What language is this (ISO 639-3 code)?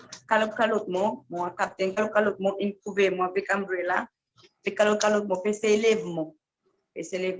crs